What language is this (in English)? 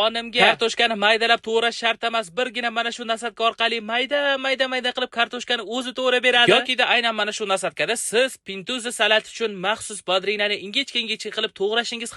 Uzbek